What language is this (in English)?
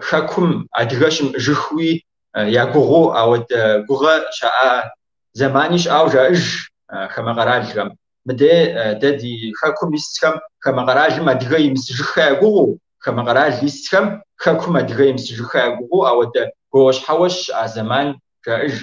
Kabardian